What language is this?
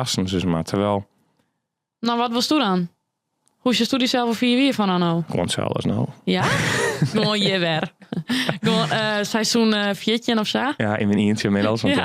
Western Frisian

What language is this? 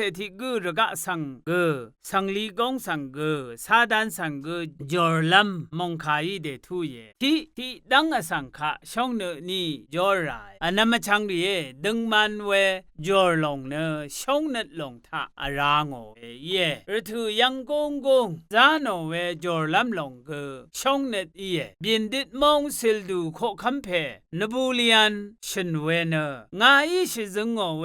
Rawang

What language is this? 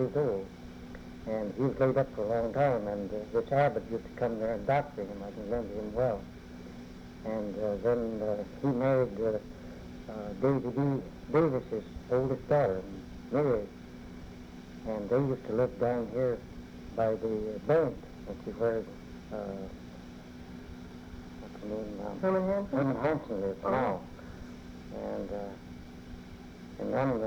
English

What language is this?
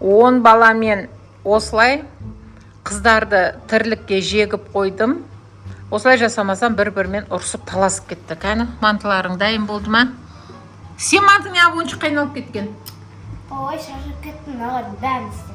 Kazakh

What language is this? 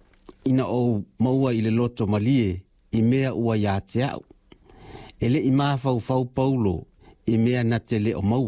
Samoan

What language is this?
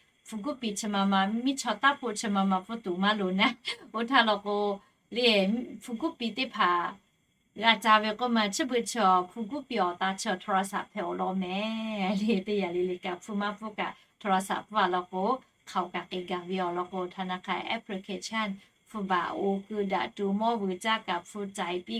Lahu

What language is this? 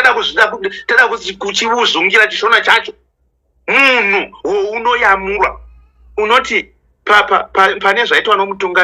Shona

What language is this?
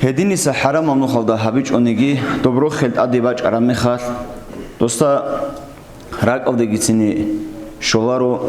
Avaric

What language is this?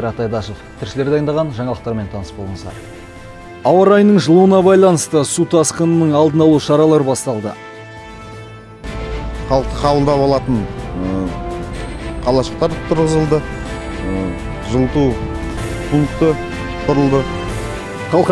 Kazakh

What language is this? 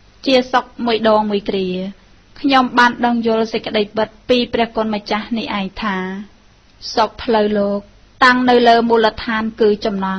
Khmer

